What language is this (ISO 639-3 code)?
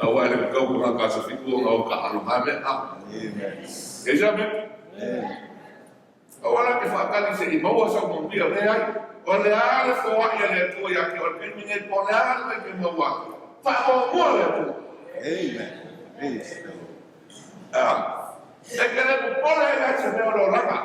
smo